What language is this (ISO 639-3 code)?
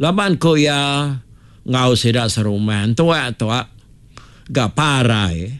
iba